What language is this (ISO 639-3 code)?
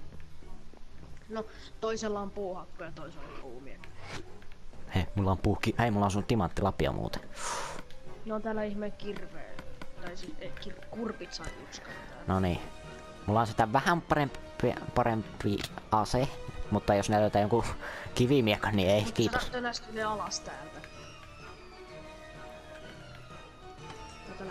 fin